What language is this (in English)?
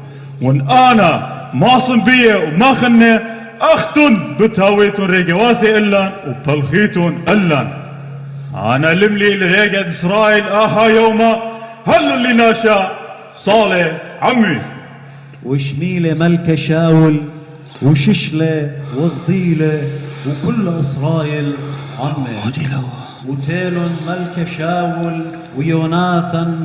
Assyrian Neo-Aramaic